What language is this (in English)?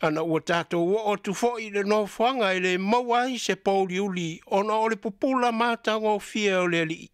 Samoan